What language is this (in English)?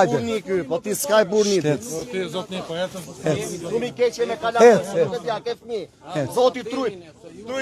Albanian